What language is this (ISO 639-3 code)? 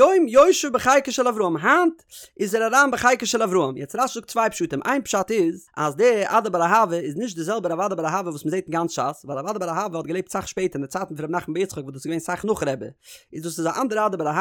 yid